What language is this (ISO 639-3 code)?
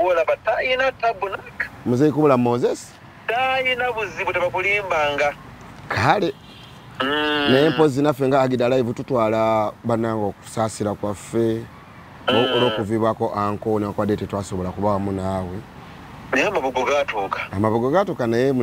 lug